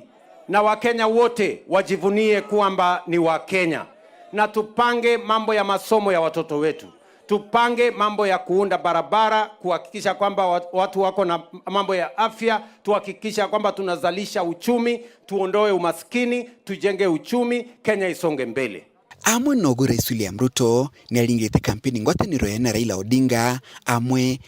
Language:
Meru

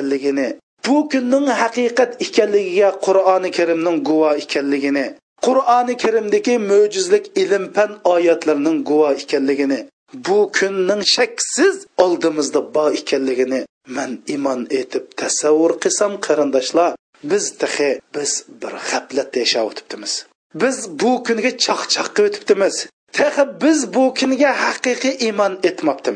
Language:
Uyghur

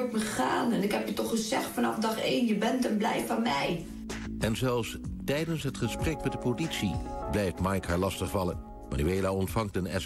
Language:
Dutch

